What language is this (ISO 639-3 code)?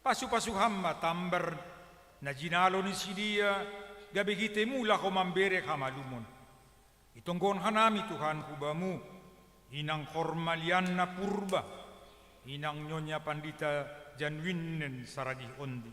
bts